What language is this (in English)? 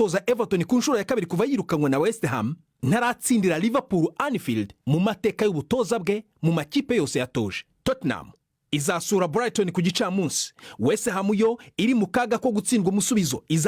Rundi